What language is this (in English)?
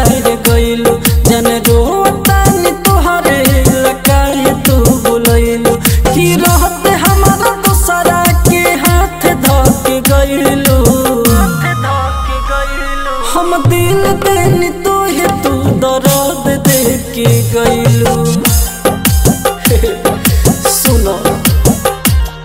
Bhojpuri